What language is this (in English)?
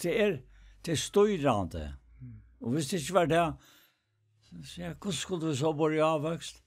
Faroese